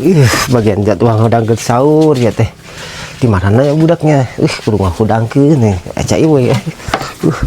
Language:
Sundanese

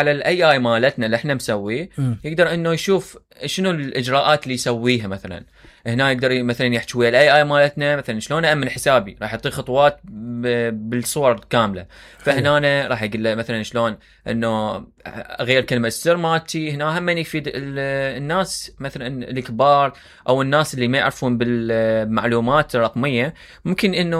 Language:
Mesopotamian Arabic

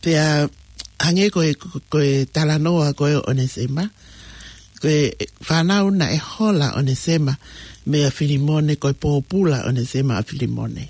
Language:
Tongan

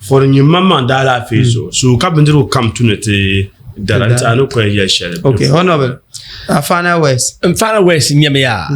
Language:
Dagbani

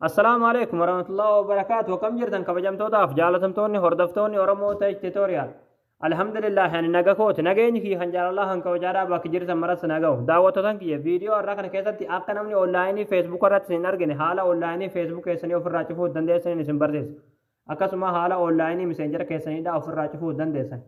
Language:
Oromo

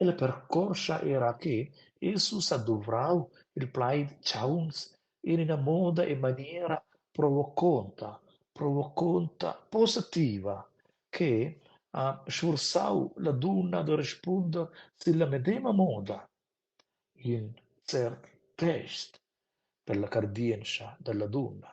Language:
Romansh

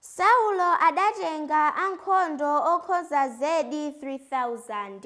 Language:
Nyanja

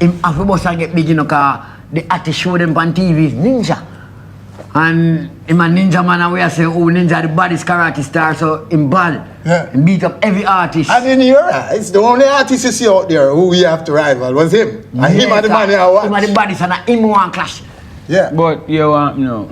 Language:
Jamaican Creole English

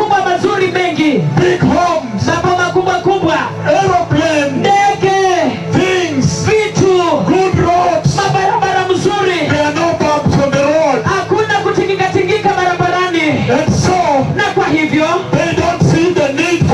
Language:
Swahili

